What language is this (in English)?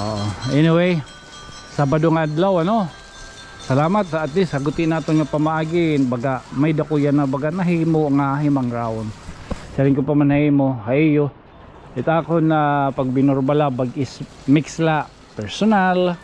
Waray